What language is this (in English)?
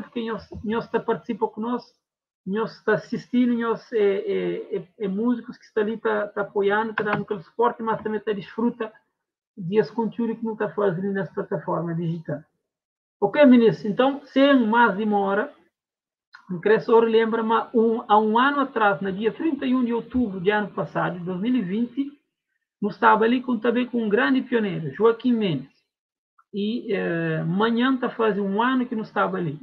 Kabuverdianu